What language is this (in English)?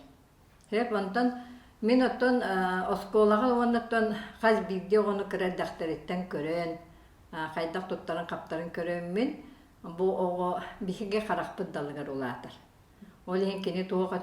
Yakut